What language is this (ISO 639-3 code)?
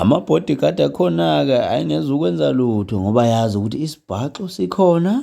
zul